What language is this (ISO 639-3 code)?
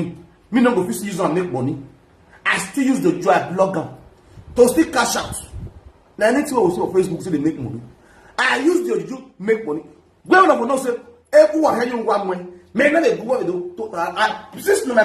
pcm